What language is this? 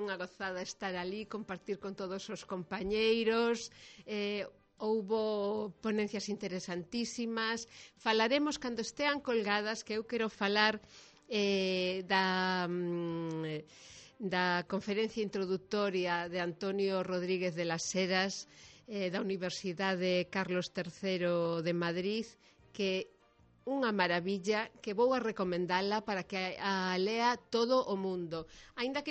Galician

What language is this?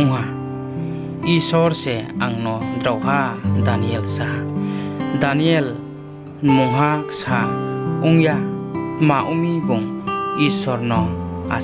Riang (India)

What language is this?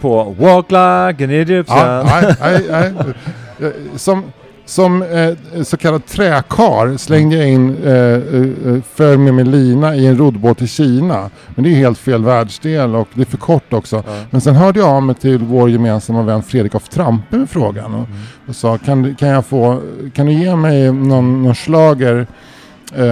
Swedish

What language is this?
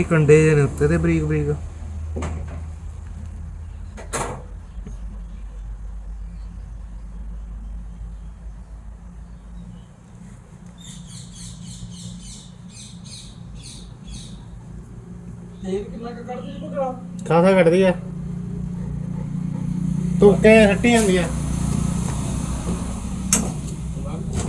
Punjabi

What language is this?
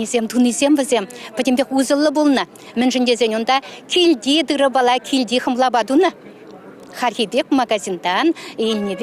Chuvash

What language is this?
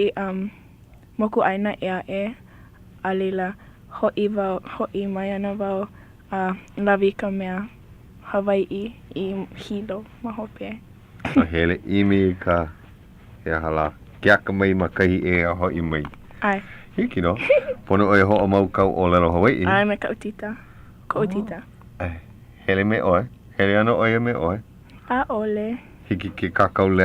Hawaiian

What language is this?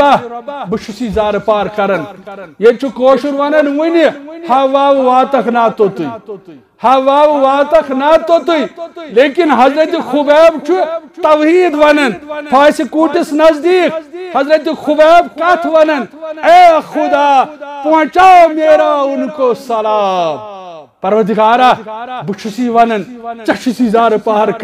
Kashmiri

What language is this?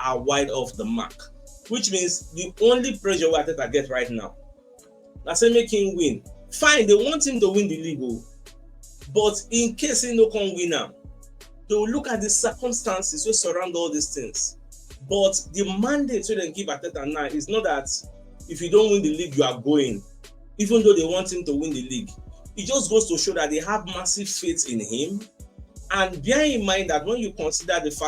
Nigerian Pidgin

